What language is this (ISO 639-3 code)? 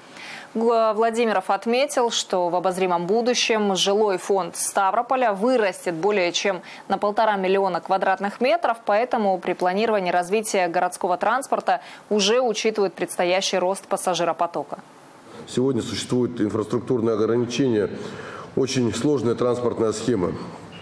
rus